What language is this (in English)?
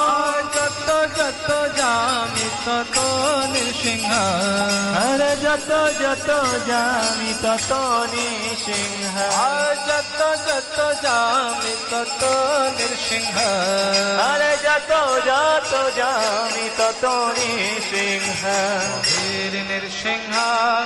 Bangla